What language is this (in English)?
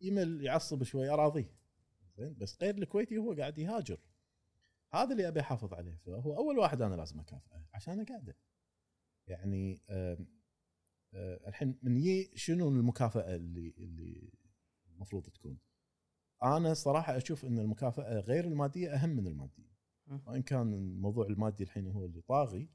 Gulf Arabic